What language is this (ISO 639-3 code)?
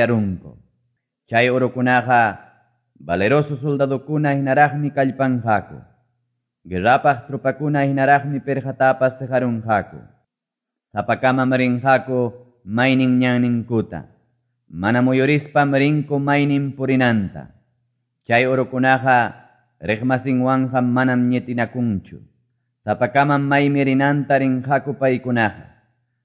que